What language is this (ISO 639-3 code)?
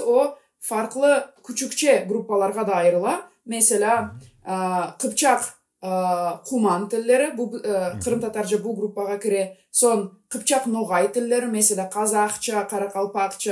gag